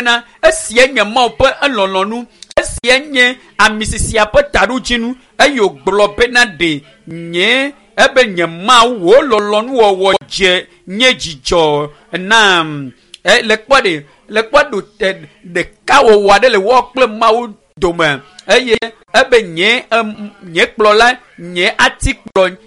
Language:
Ewe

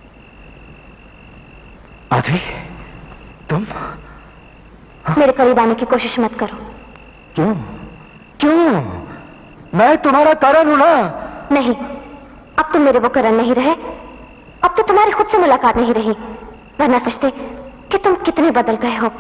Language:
Hindi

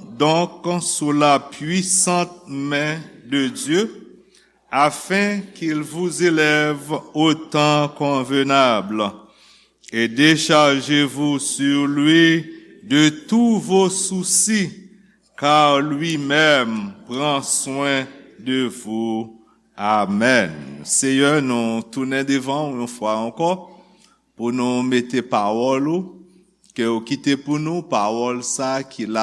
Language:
Haitian Creole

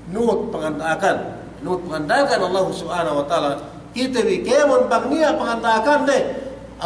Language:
Yakan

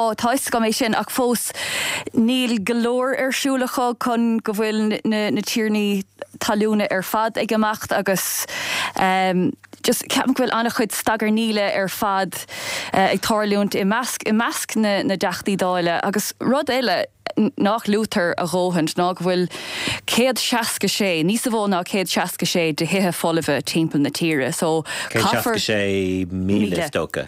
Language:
Irish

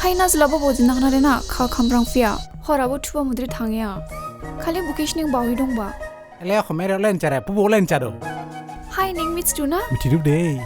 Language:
Dimasa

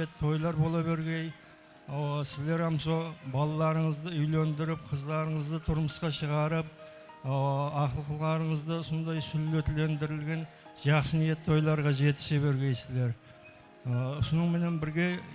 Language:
Kara-Kalpak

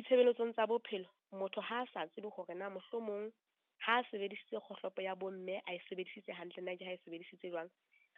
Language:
Southern Sotho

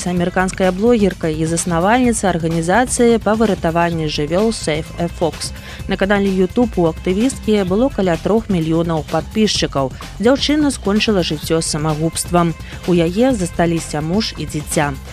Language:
Belarusian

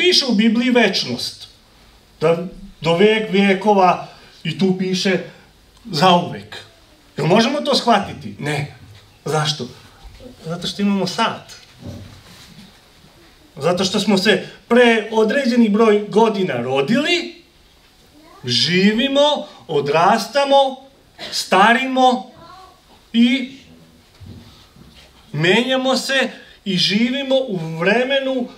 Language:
Serbian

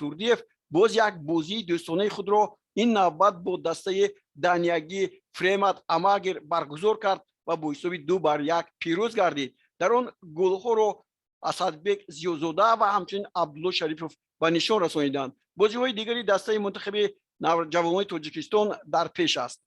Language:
Tajik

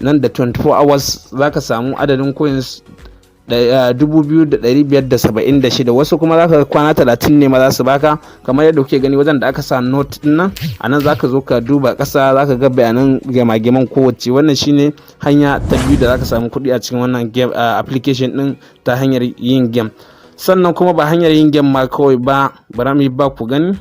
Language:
Hausa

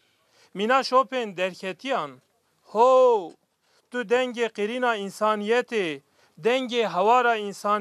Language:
Kurdish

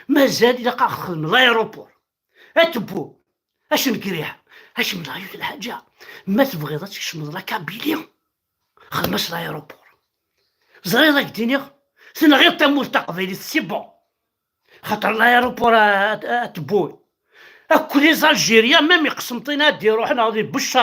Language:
Kabyle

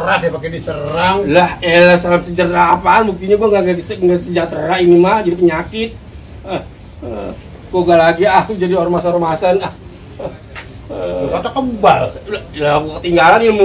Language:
Betawi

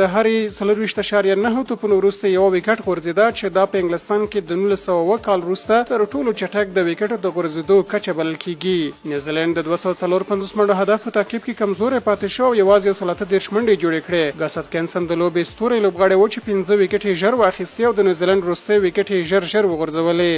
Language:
Pashto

